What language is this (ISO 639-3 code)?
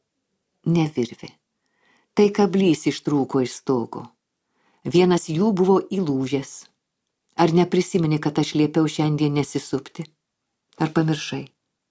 lit